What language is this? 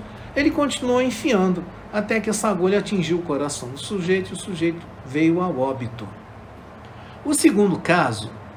Portuguese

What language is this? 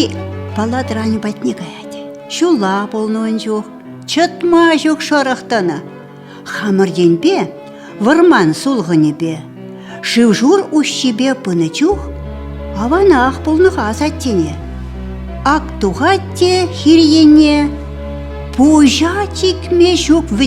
Chuvash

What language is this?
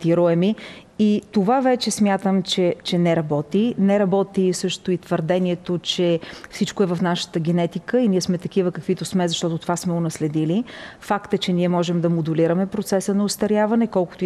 Bulgarian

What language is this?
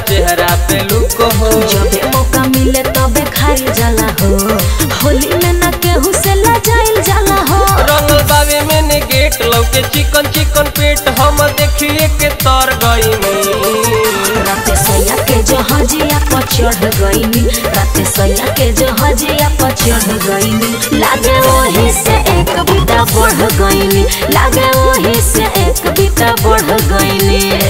Bhojpuri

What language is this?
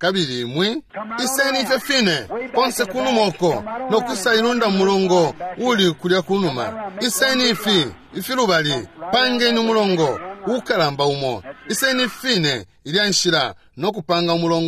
Bemba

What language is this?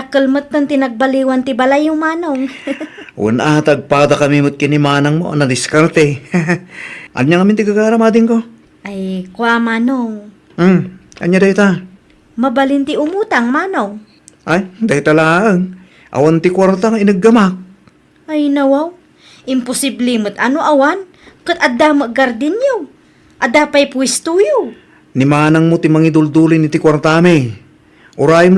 Iloko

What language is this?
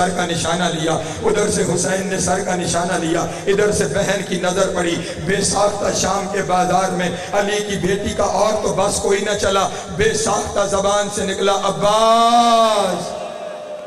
Urdu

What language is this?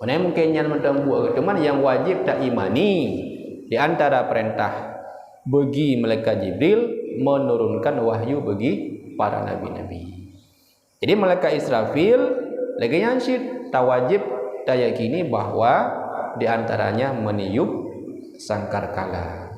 Achinese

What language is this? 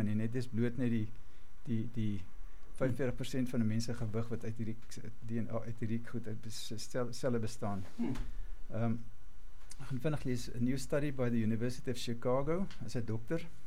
Afrikaans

